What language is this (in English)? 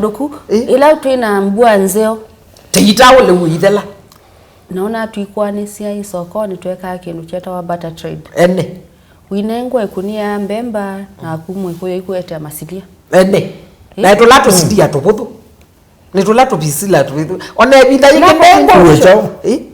Kamba